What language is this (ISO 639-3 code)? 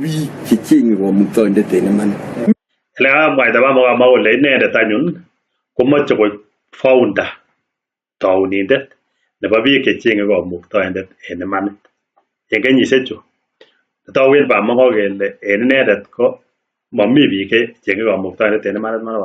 kln